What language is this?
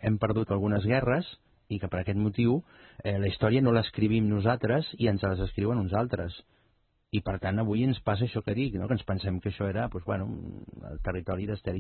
Catalan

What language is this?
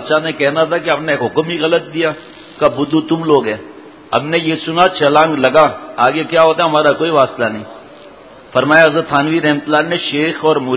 Urdu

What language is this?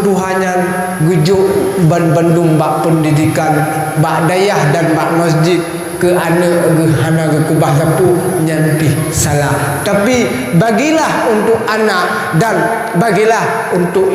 Achinese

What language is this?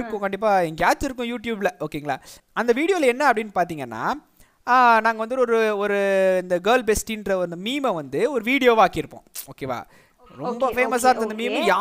Tamil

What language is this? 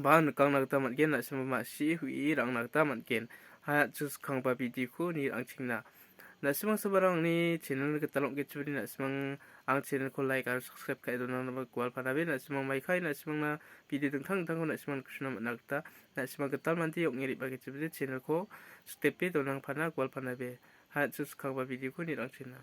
Garo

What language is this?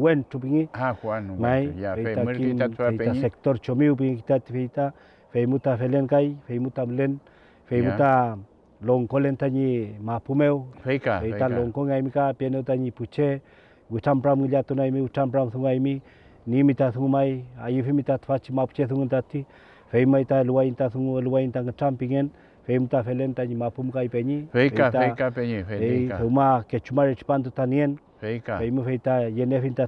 Mapuche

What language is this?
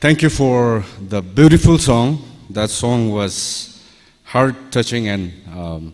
Tangkhul Naga (India)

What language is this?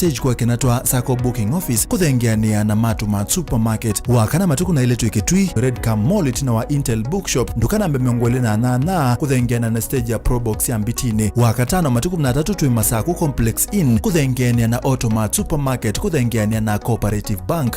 Kamba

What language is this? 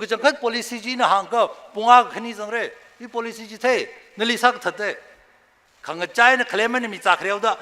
Tangkhul Naga (India)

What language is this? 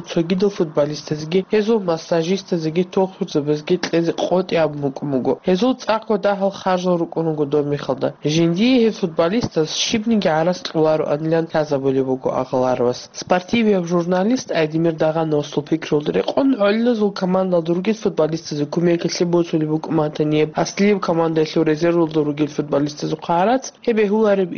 Avaric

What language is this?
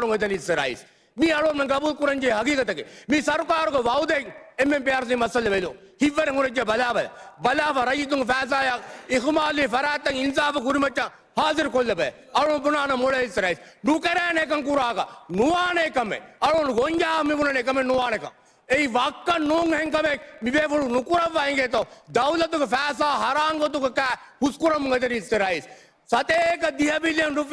Divehi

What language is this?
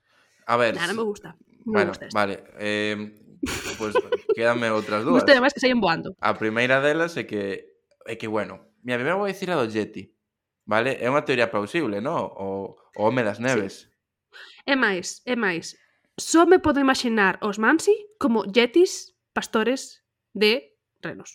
Galician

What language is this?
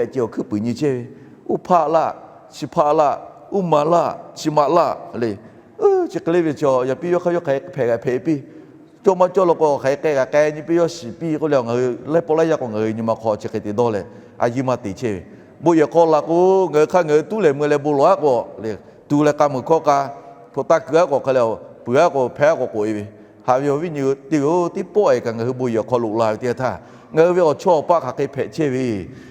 Lahu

